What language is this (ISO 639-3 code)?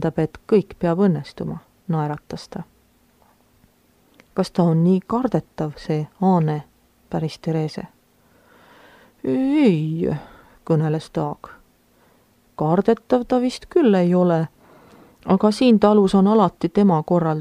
est